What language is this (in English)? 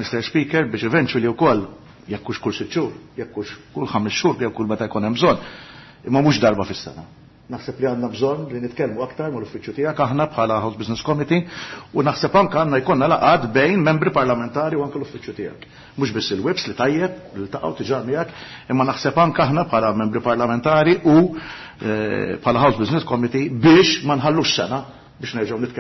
Maltese